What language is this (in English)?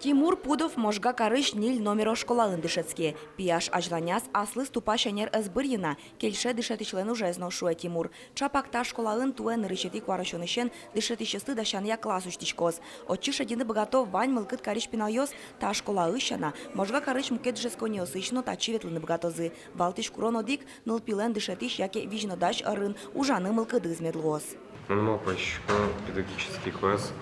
Udmurt